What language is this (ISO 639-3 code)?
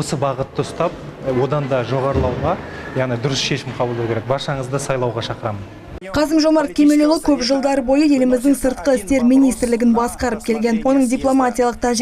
kaz